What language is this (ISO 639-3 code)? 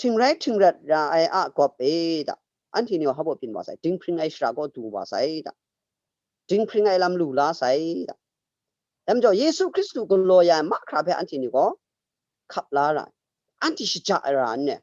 kac